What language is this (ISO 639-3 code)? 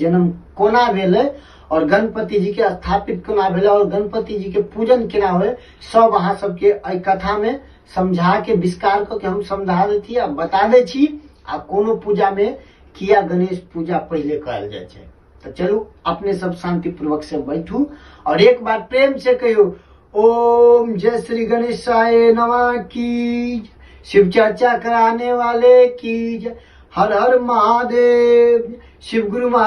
mai